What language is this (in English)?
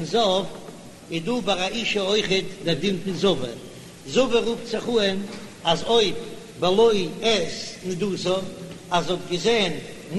Yiddish